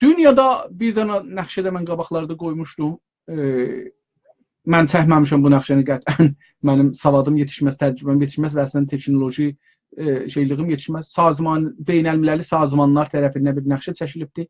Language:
South Azerbaijani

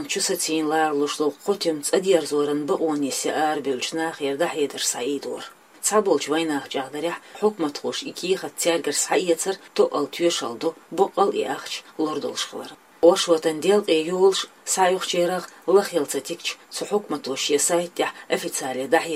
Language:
Chechen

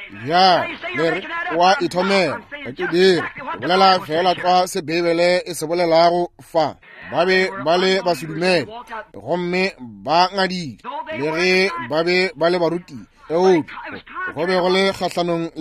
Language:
Northern Sotho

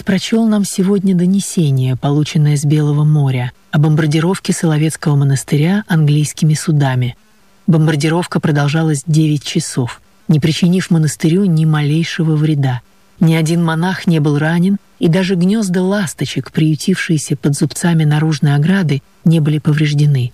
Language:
Russian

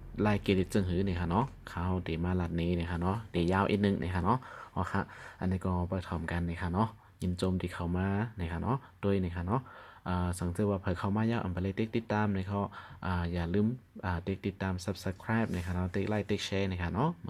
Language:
Shan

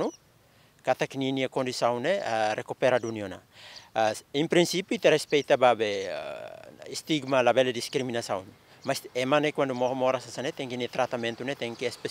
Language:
Tetum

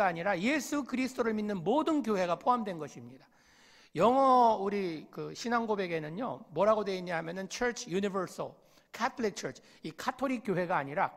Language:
Korean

